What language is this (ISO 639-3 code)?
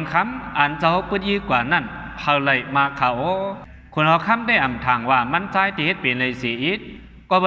shn